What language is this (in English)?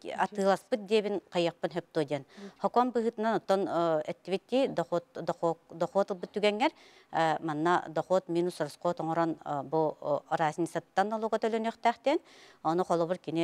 Yakut